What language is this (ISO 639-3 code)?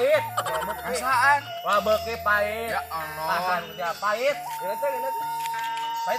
sun